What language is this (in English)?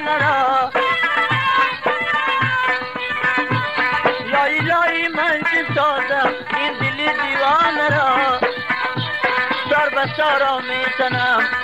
Persian